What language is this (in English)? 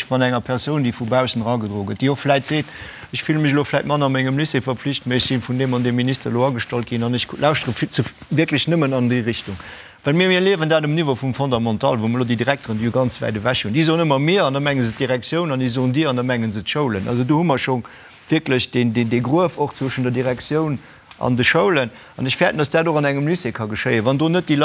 Luxembourgish